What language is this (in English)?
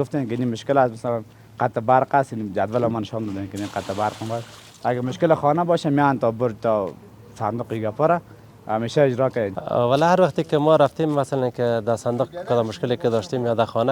Pashto